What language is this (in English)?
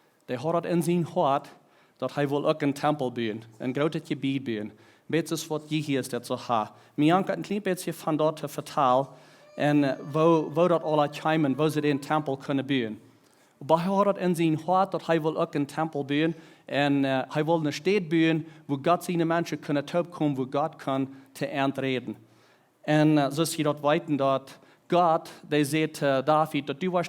Plautdietsch